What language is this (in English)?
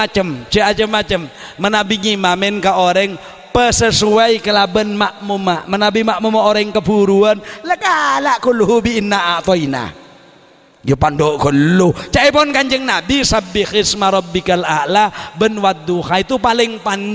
Madurese